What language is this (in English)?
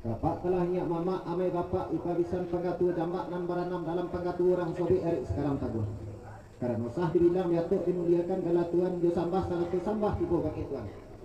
Minangkabau